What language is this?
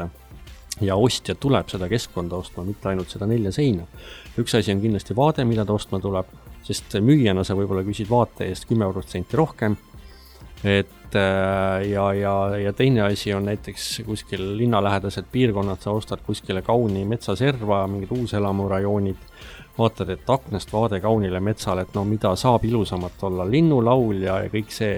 Estonian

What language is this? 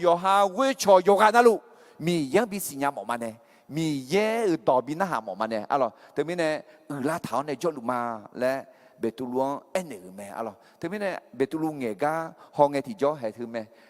Akha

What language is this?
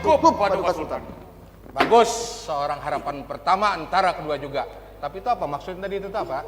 Banjar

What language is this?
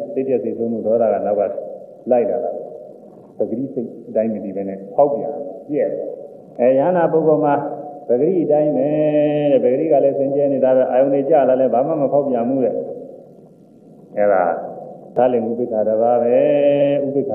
Burmese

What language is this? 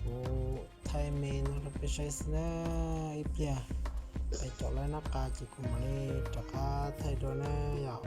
Hmong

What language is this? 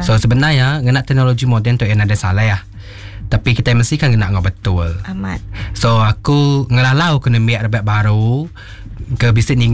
Iban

